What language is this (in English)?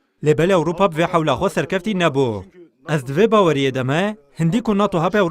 Kurdish